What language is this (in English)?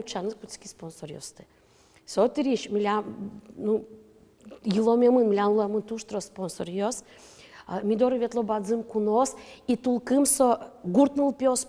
Udmurt